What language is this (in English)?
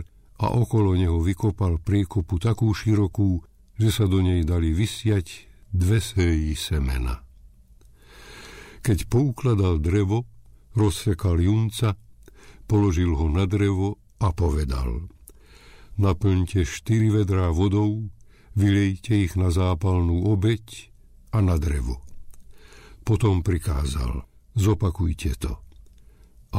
Slovak